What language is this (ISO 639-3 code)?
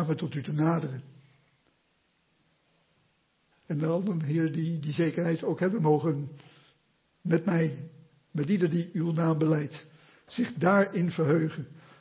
nld